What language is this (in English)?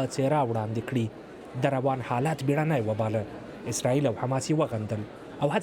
Pashto